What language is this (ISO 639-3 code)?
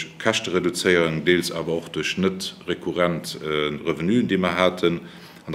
ltz